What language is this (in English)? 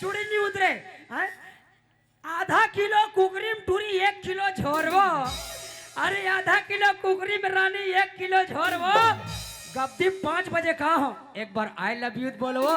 Chhattisgarhi